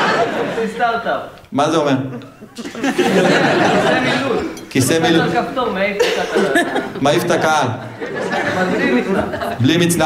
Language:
Hebrew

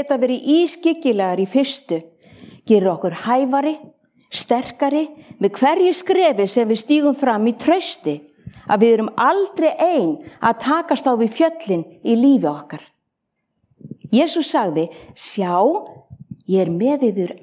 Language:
Icelandic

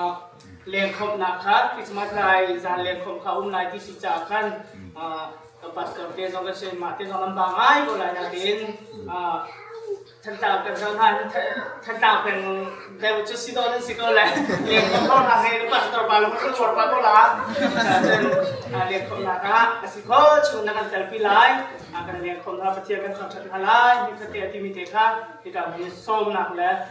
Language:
Hakha Chin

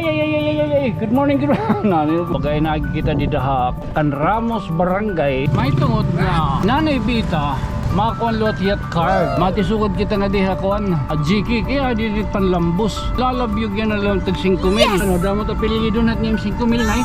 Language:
Waray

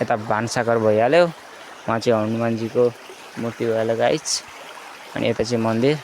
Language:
Nepali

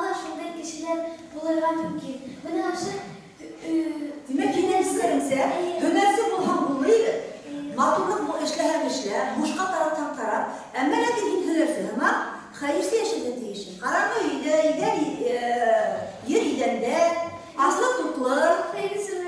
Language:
Bashkir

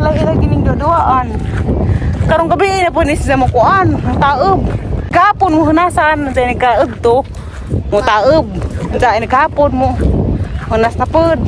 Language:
Cebuano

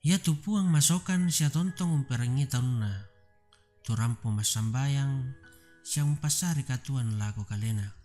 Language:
Toraja-Sa'dan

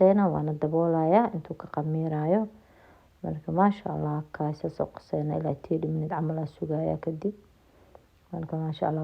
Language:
Somali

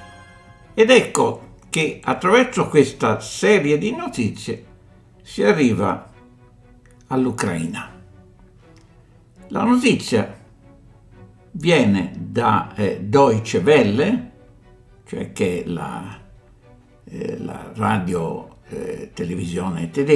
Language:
Italian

